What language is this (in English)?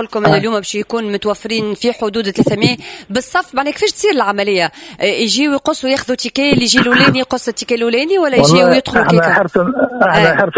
Tunisian Arabic